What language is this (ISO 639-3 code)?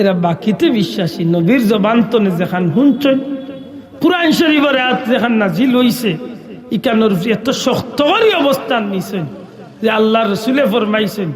syl